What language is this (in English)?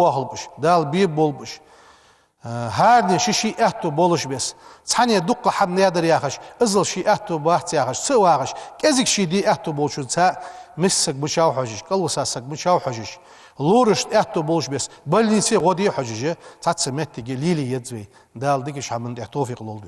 Ingush